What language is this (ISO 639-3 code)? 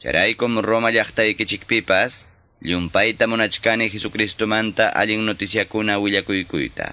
que